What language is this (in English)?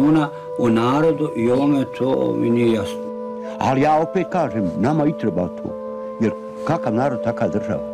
Bosnian